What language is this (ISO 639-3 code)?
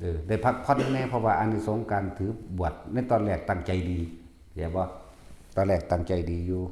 tts